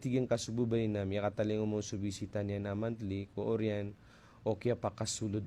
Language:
Maranao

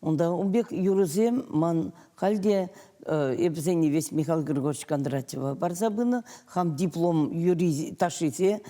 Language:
Chuvash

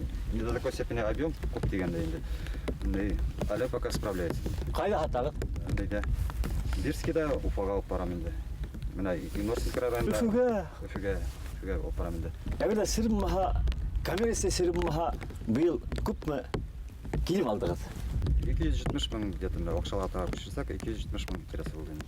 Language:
Bashkir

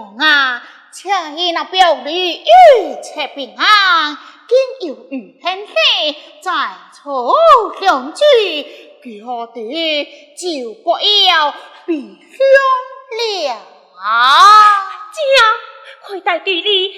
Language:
Pu-Xian Chinese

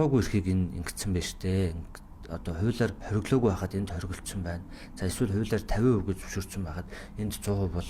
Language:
Mongolian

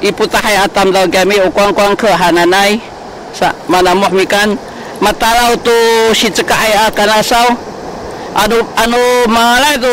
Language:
Sakizaya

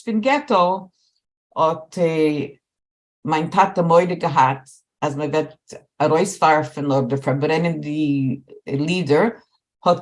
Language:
Yiddish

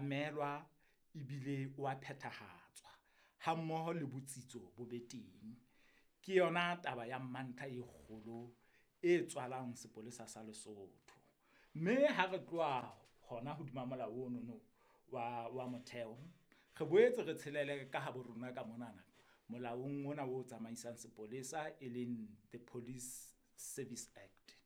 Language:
Southern Sotho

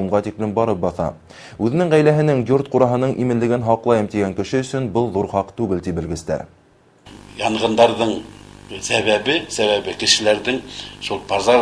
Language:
Bashkir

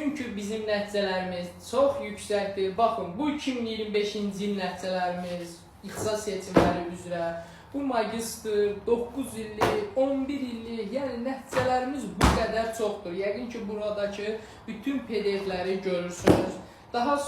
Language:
Azerbaijani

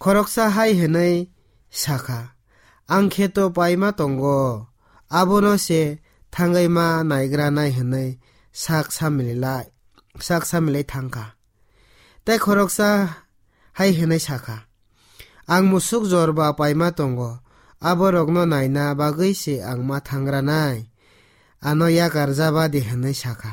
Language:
Kok Borok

